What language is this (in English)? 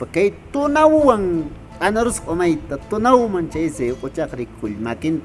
Quechua